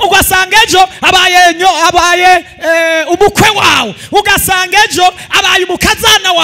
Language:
Rundi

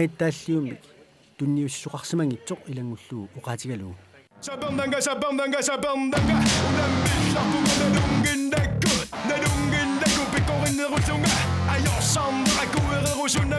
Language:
Kalaallisut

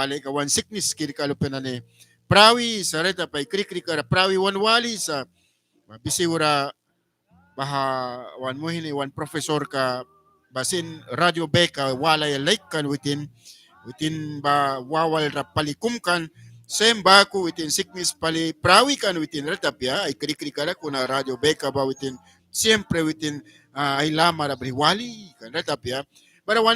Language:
Mískito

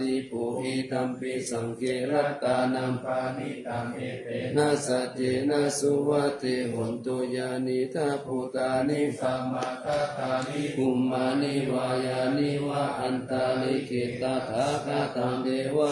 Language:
Pali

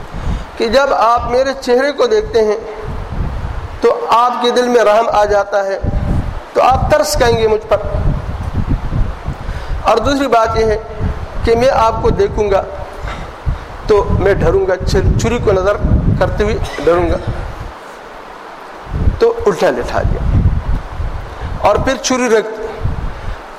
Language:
Urdu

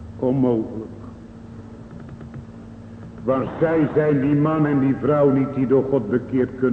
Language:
Dutch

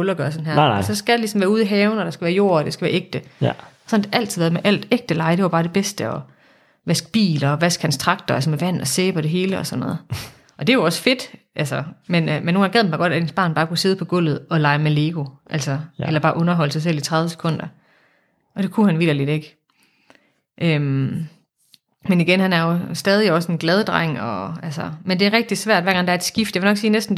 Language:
Danish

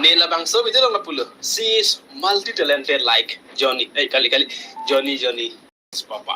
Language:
Karbi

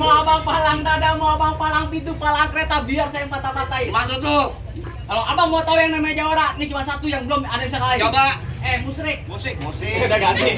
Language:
Betawi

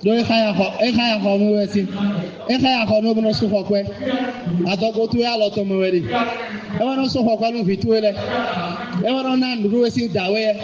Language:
Fon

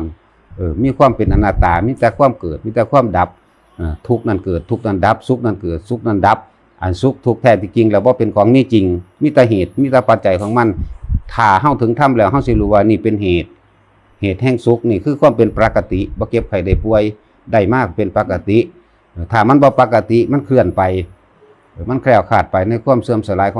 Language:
Northeastern Thai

